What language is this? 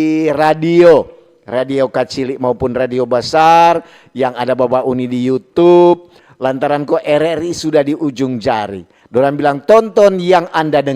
Manado Malay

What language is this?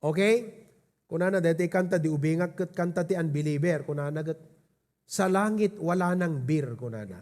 Iloko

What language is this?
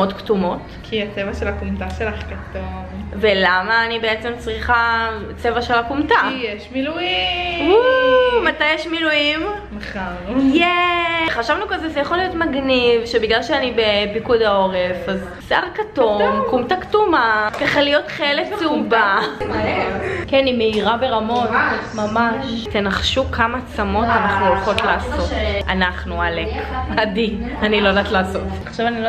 Hebrew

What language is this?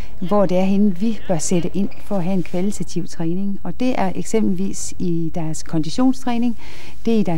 Danish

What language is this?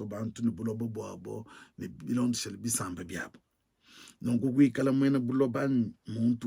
Luba-Lulua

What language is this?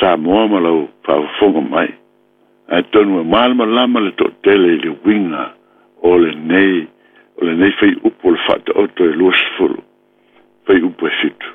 Samoan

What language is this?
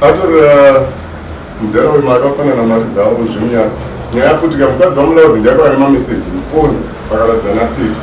Shona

